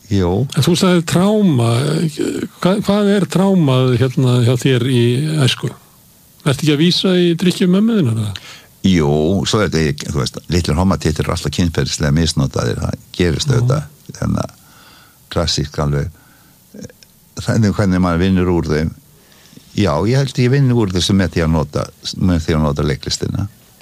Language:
Icelandic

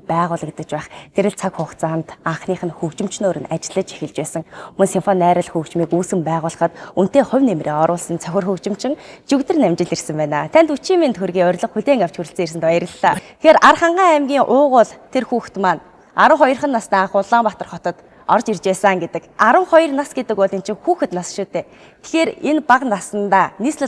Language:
Mongolian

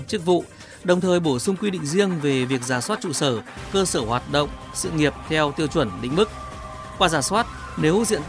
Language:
Vietnamese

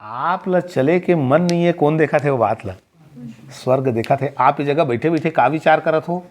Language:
Chhattisgarhi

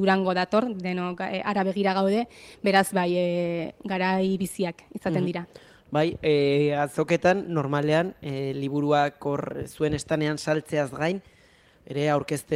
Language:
Basque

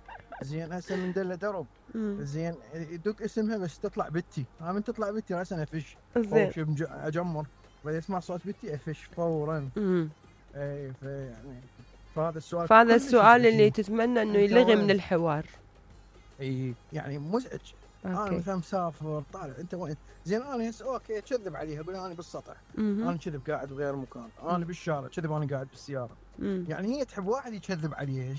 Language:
Mesopotamian Arabic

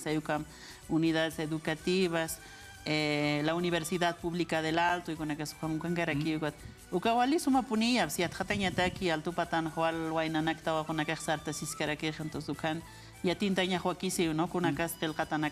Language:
Aymara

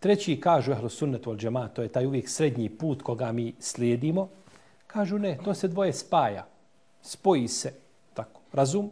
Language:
Bosnian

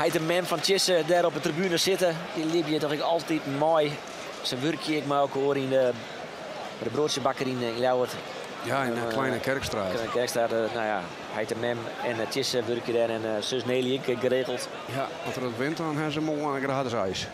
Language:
Western Frisian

